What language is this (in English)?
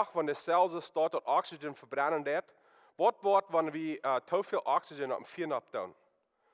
Plautdietsch